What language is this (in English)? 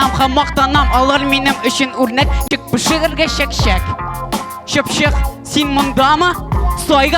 Tatar